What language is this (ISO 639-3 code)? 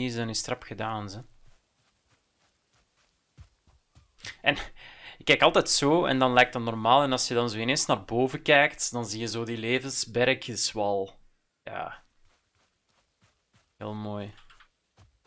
nld